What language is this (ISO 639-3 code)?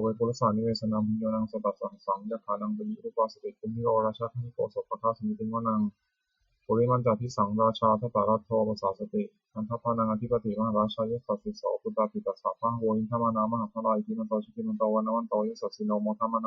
pli